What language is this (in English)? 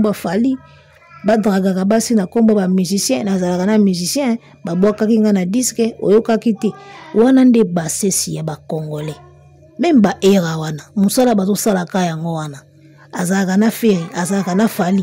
Lingala